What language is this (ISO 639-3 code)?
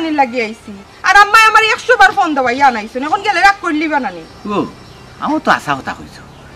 syl